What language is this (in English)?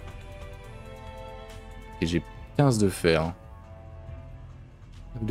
French